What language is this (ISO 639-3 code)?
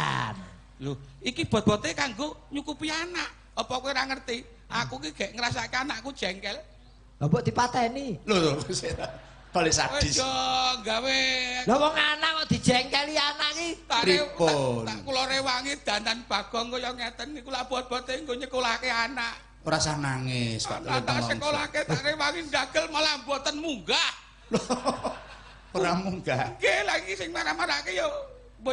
jav